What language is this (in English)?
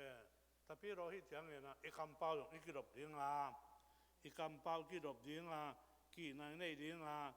Tedim Chin